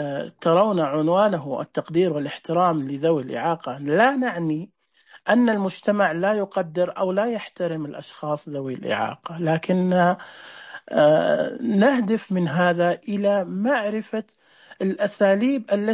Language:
Najdi Arabic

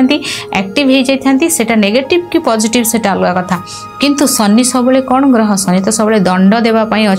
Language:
Odia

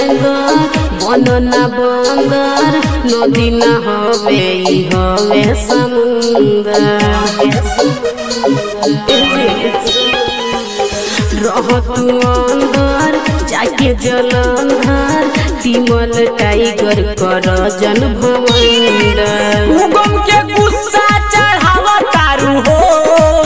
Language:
Bhojpuri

